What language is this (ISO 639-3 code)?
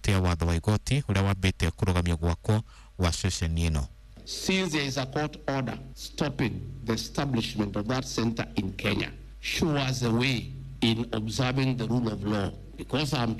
kik